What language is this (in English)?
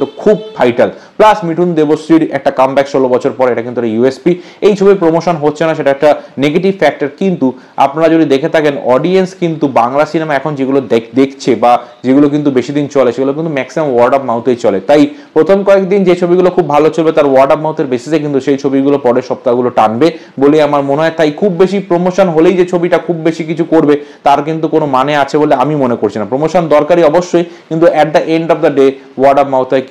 Bangla